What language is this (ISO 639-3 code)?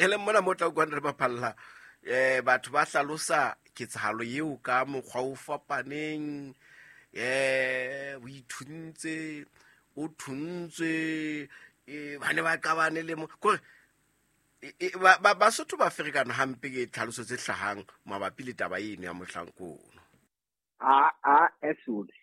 sot